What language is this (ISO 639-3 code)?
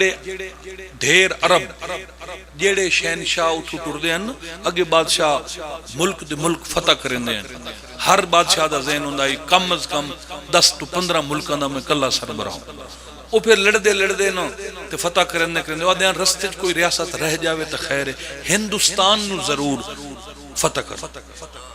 phr